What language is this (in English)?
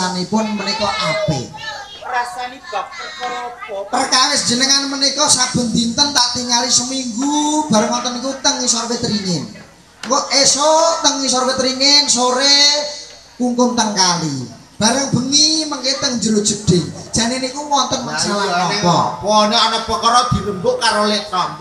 Javanese